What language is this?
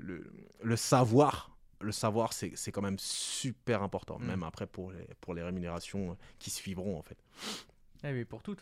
French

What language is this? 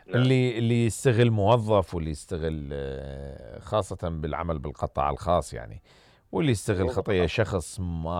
Mesopotamian Arabic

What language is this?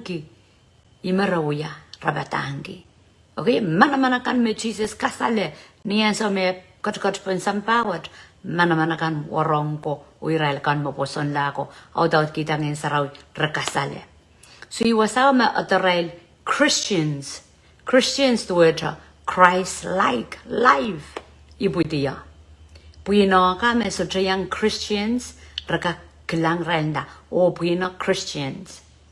Pohnpeian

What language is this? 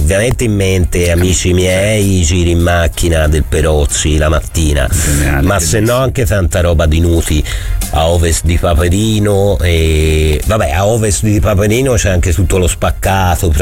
Italian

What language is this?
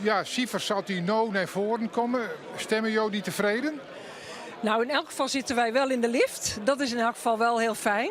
Western Frisian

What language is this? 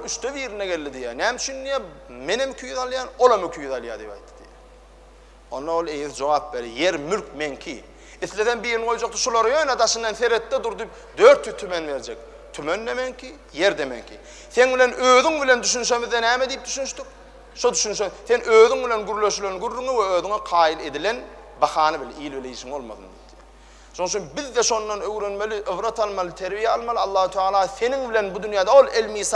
Turkmen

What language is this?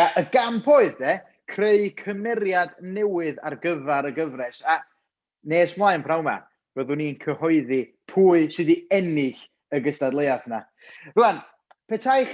Welsh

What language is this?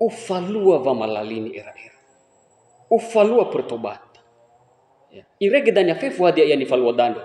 Nias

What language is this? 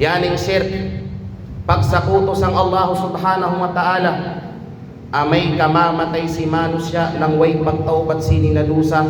Kalagan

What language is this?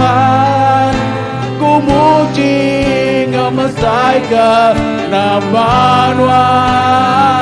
Iban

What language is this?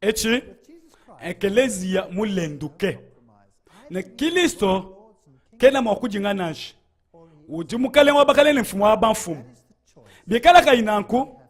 Luba-Lulua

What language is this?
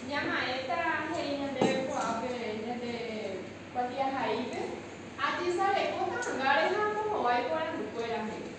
Guarani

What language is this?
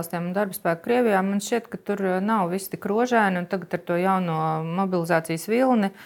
Latvian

